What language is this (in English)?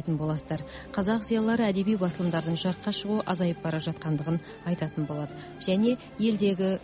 Kazakh